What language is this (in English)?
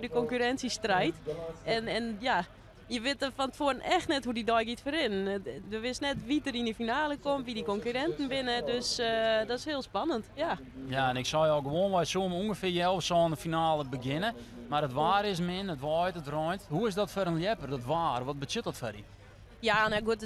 Western Frisian